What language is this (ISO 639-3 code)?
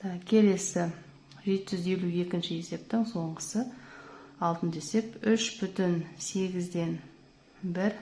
kaz